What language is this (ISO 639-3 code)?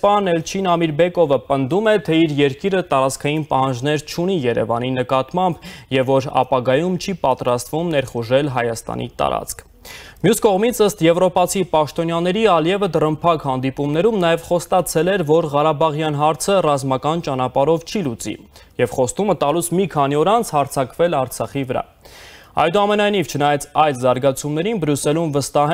hye